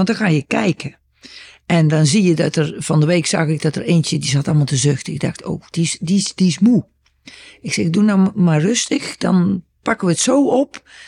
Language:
Dutch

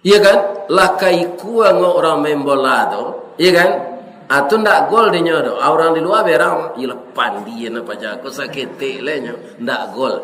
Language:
Minangkabau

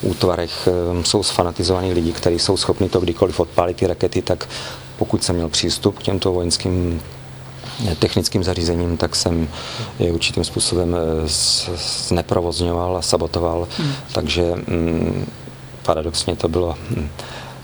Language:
Czech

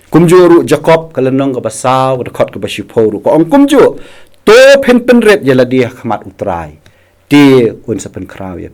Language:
Khasi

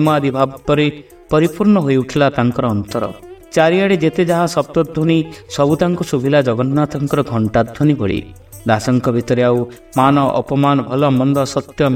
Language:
Odia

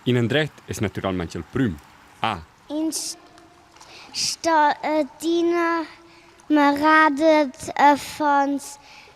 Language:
Romansh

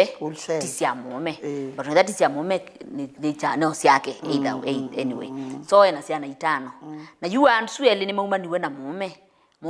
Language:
Kamba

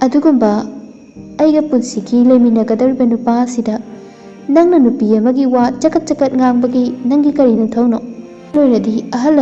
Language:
Manipuri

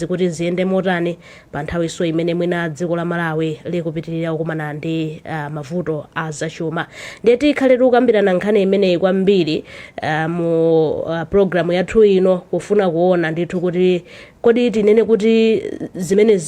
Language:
Nyanja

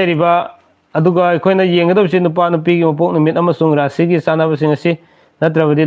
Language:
Manipuri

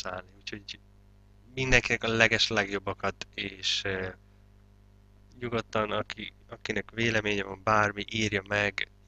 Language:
Hungarian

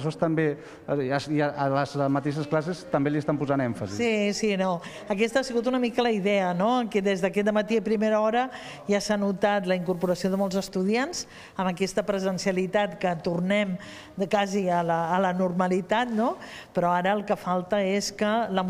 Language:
Catalan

